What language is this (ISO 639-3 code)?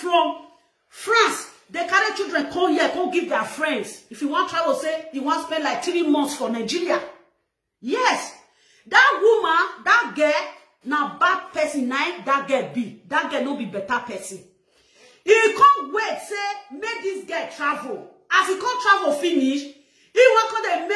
pcm